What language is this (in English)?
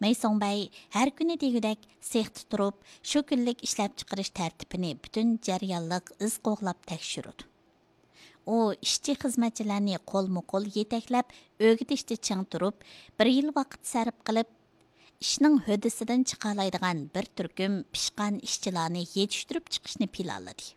Uyghur